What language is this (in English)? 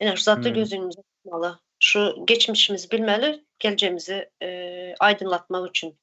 Turkmen